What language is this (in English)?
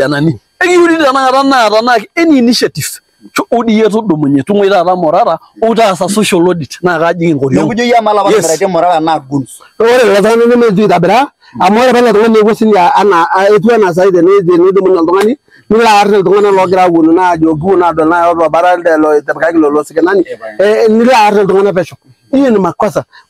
Masai